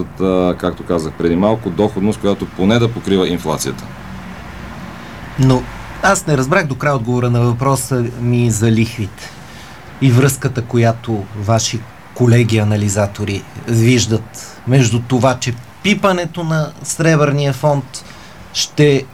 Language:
Bulgarian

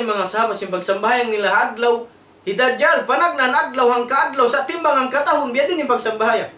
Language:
Tausug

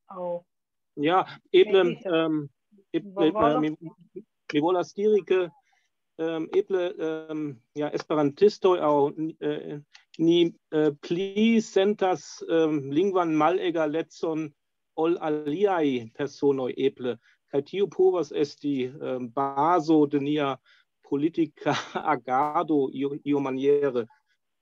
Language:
Esperanto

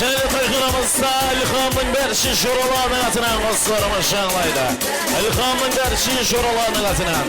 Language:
Kara-Kalpak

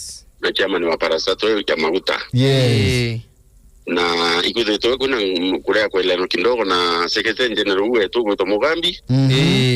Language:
Meru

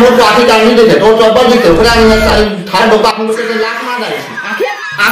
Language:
Chhattisgarhi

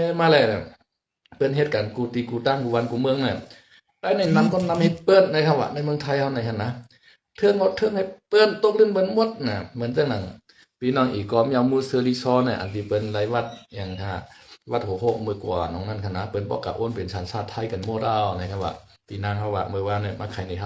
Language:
Shan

